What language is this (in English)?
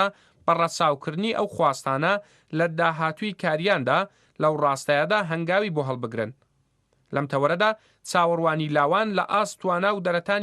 Central Kurdish